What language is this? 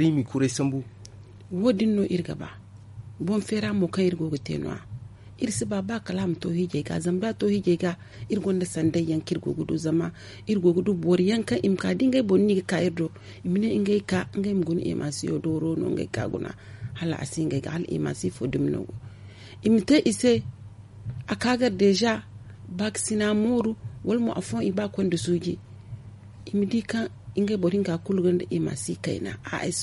Zarma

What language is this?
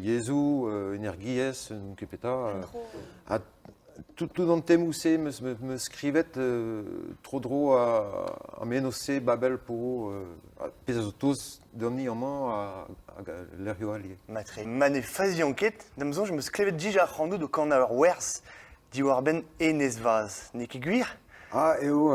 Breton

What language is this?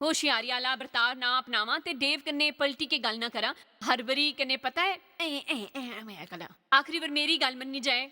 Dogri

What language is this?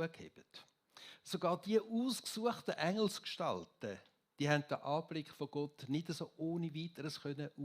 Swiss German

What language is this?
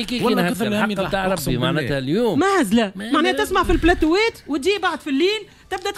Tunisian Arabic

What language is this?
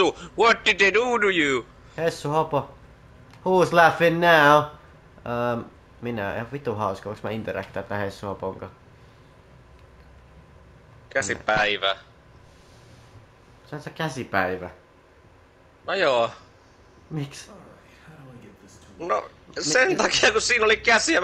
Finnish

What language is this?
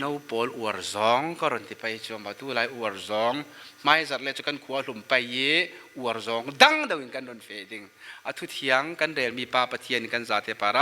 Falam Chin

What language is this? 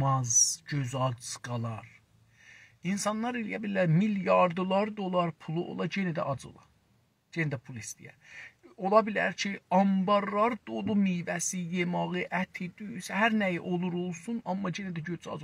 South Azerbaijani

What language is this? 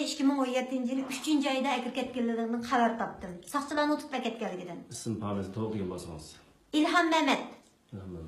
Uyghur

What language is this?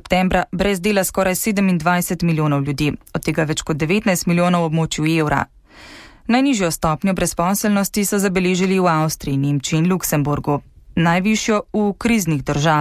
Slovenian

